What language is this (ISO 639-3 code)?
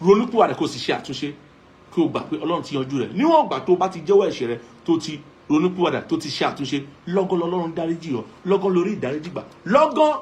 yor